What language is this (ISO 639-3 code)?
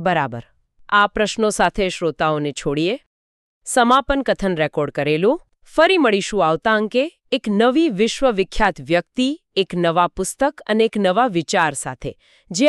guj